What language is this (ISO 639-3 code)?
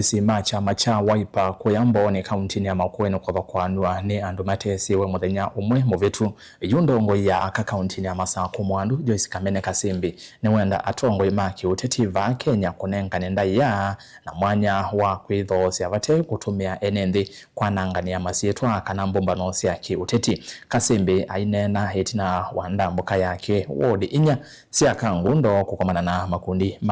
kam